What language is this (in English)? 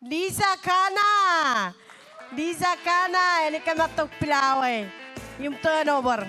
Marshallese